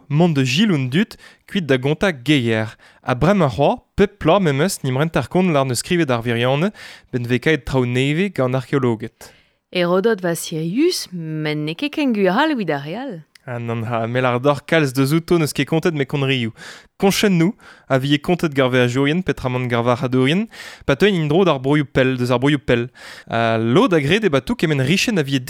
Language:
Breton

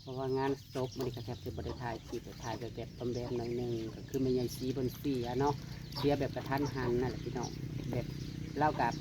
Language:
Northeastern Thai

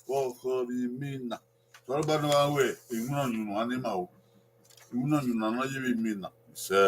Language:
Bini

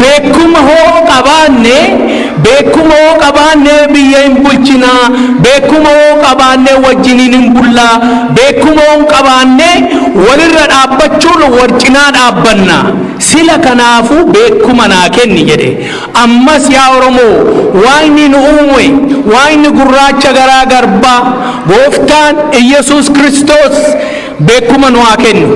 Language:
Oromo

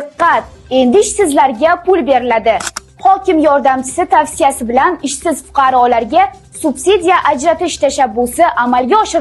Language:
Uzbek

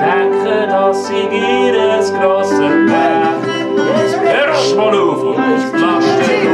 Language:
Swiss German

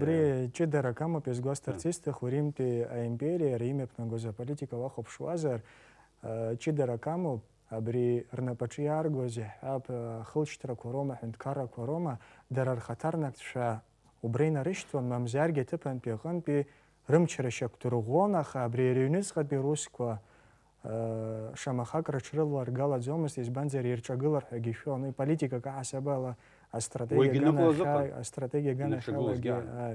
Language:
Abkhazian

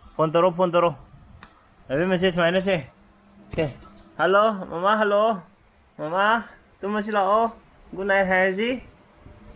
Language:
Manipuri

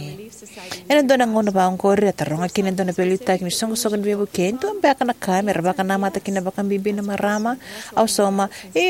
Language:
Fijian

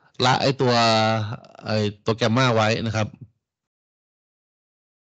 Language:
Thai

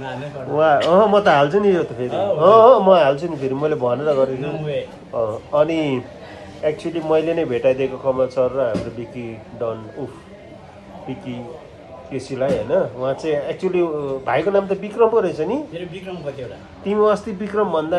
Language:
Nepali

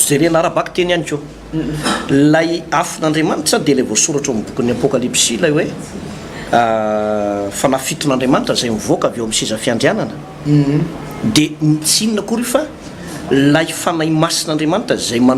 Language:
Malagasy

